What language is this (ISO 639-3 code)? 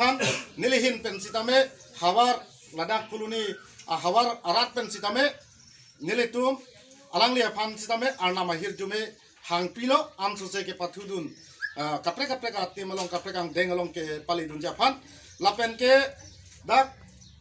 mjw